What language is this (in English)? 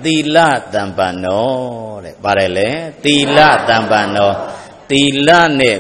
Burmese